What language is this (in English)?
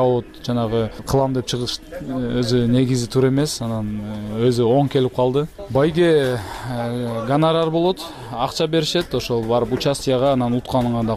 Kyrgyz